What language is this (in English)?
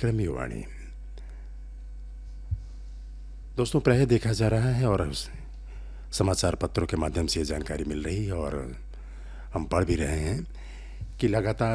Hindi